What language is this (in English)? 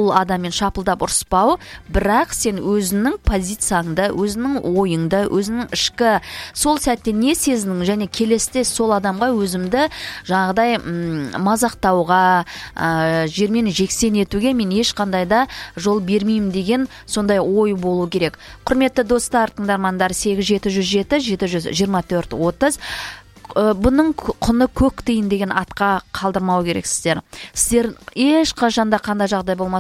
Kazakh